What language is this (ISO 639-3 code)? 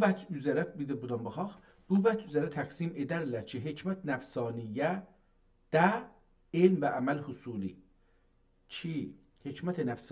azb